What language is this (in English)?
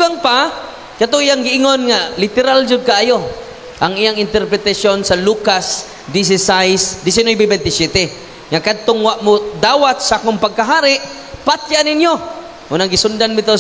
Cebuano